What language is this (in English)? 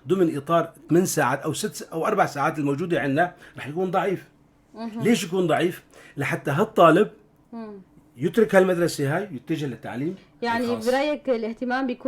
North Levantine Arabic